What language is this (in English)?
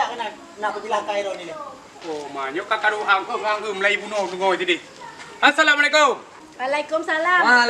Achinese